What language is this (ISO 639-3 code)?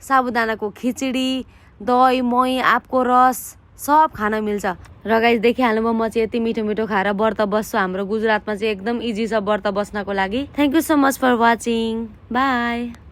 nep